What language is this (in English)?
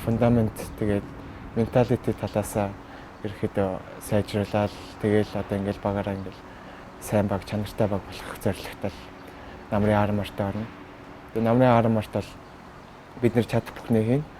Mongolian